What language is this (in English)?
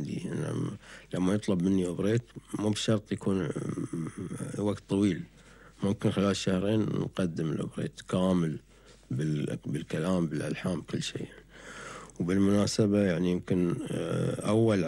Gulf Arabic